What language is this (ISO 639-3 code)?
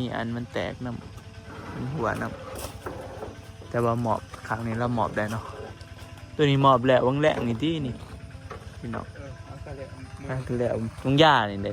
tts